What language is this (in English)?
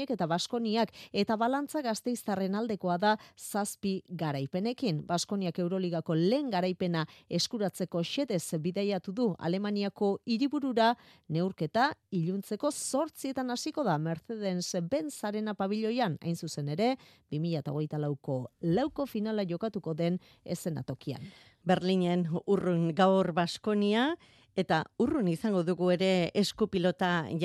Basque